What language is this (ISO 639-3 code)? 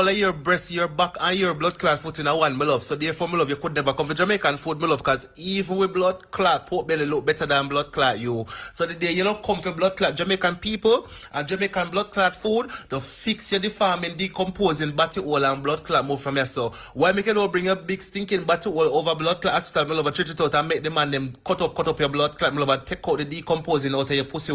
jam